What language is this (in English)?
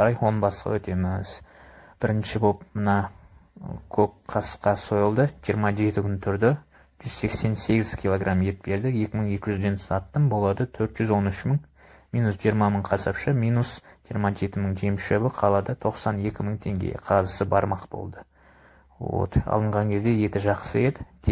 Kazakh